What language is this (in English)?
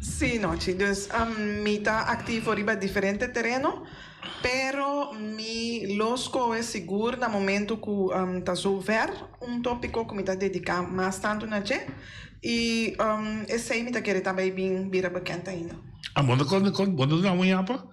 Papiamento